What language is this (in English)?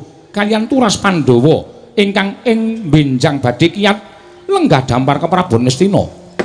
Javanese